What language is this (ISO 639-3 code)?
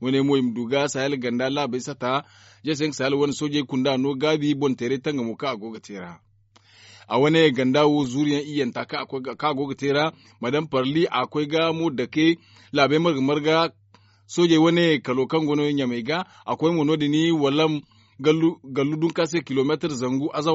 dje